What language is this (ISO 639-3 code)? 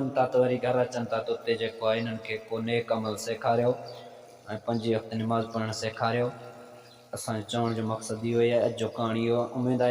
snd